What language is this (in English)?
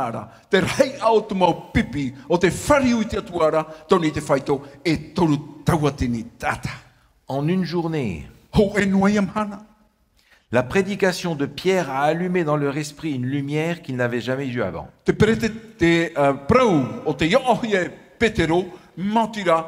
Tahitian